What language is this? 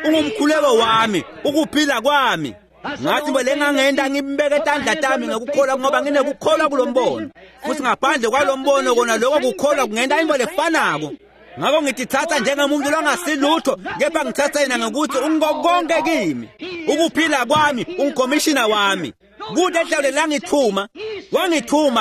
Swati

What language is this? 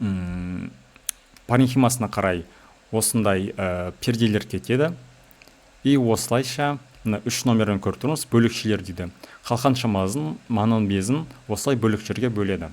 Kazakh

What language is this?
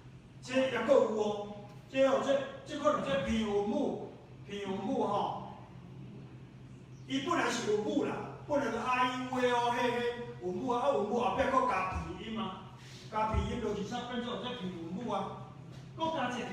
Min Nan Chinese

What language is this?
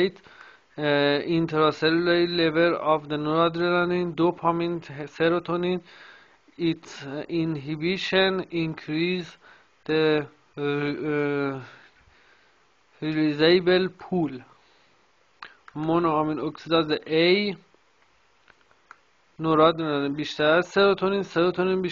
Persian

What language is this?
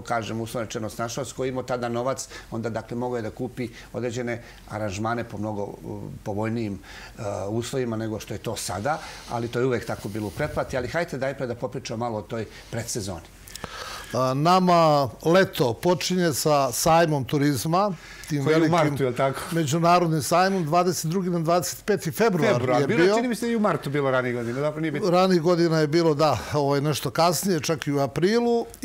Serbian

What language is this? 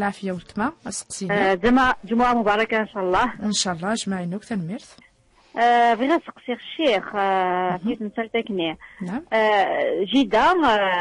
Kabyle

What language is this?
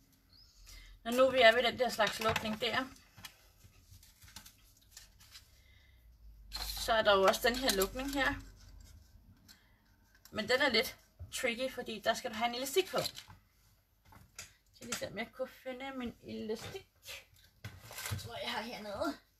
Danish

